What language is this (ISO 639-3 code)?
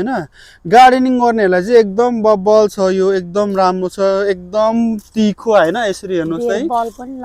nep